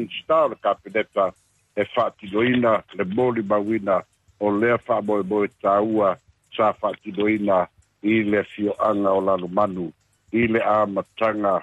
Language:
Samoan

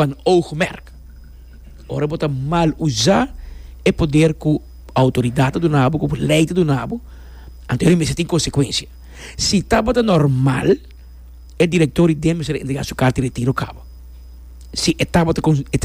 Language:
Papiamento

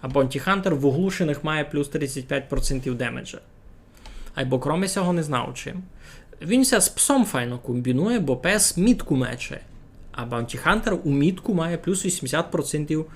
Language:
Rusyn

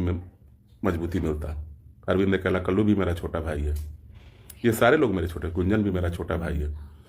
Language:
Bhojpuri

